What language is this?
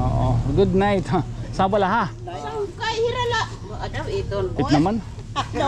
Waray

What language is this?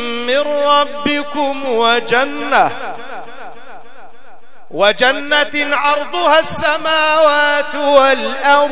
Egyptian Arabic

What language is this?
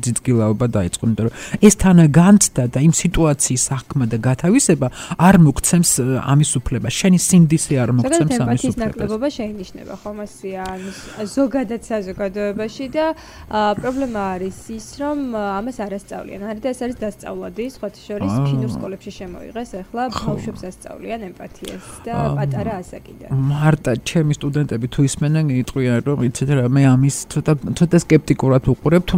Georgian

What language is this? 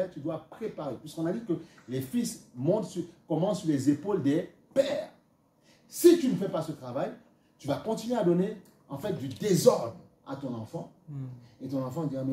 French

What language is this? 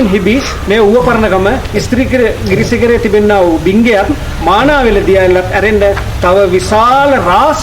Sinhala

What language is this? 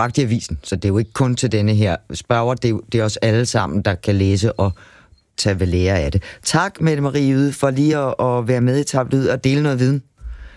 Danish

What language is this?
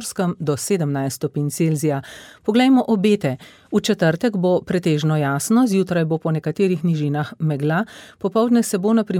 Slovenian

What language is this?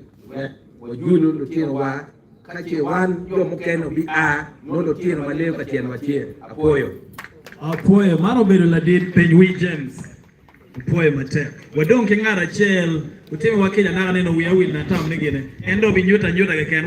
Acoli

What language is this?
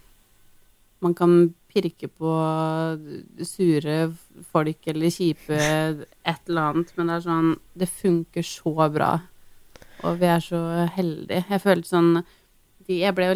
Norwegian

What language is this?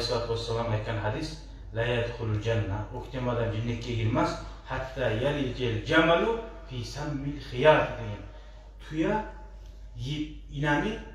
Kumyk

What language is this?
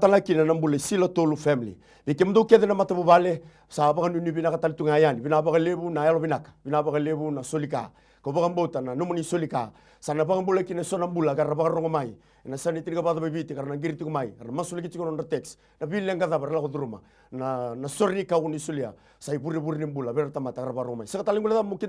Fijian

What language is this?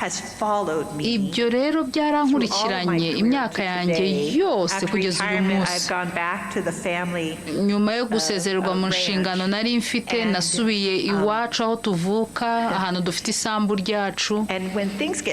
Kinyarwanda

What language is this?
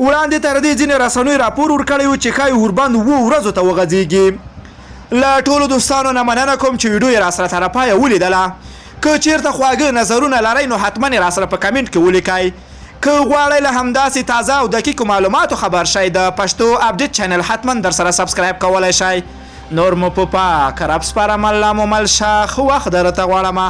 Pashto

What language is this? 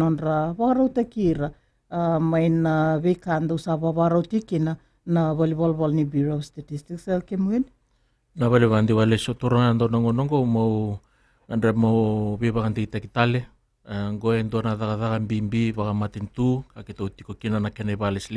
Fijian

